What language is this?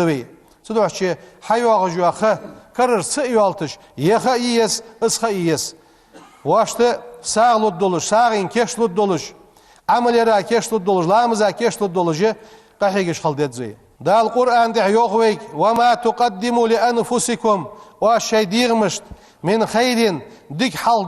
Ingush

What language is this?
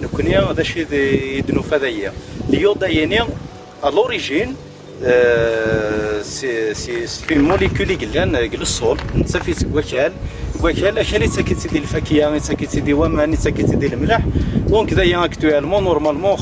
Kabyle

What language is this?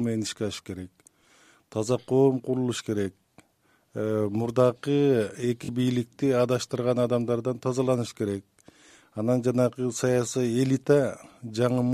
Kyrgyz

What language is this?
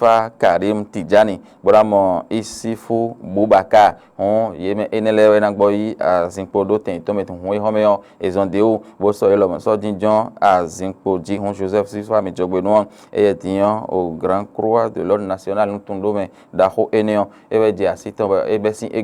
Fon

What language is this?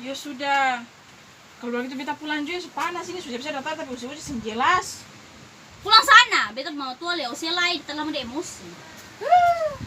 Ambonese Malay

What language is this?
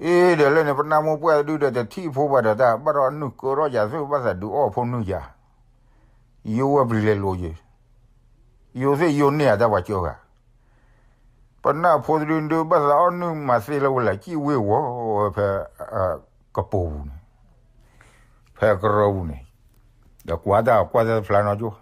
S'gaw Karen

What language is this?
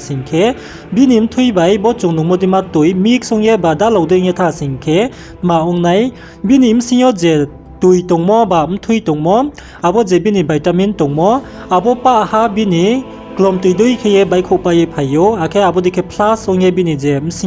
Riang (India)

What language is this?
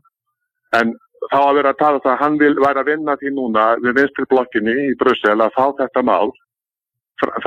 Icelandic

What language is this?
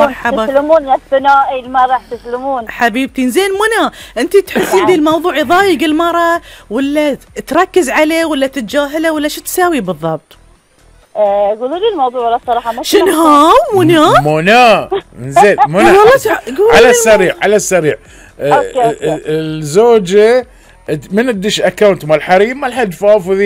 Gulf Arabic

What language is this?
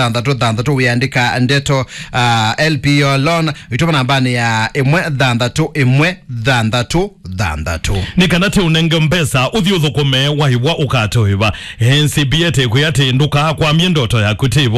Kamba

